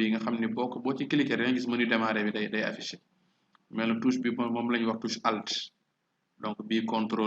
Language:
Wolof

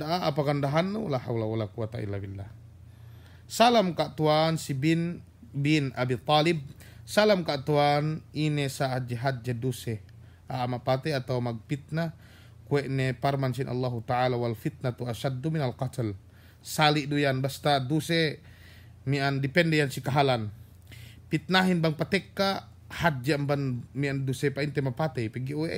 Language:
Yakan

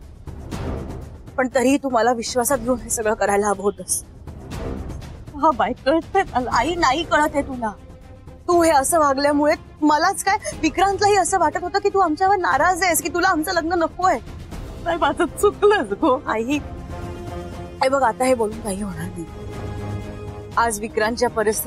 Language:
Marathi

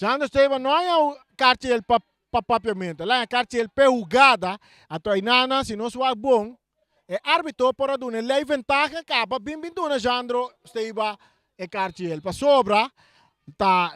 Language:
Papiamento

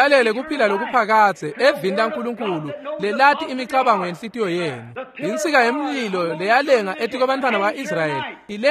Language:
Swati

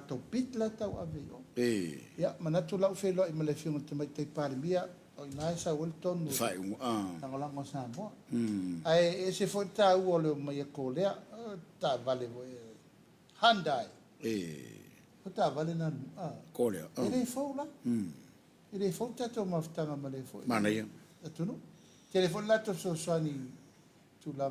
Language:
Samoan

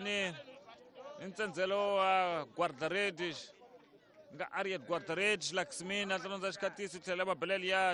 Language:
Tsonga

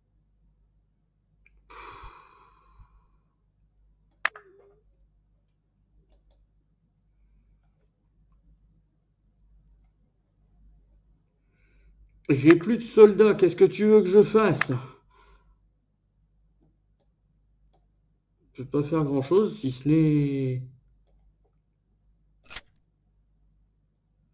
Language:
French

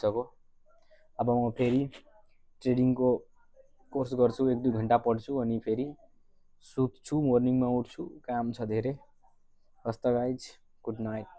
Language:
Nepali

